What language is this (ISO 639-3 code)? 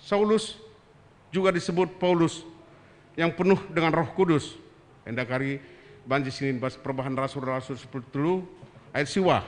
btx